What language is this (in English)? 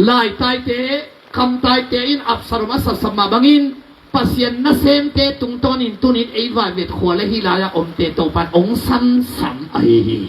Tedim Chin